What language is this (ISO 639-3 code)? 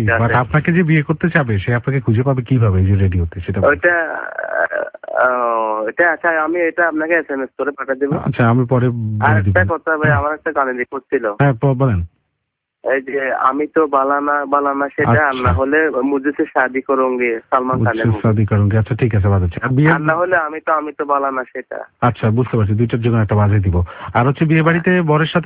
ben